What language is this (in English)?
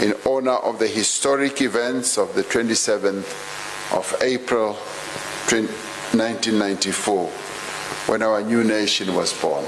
English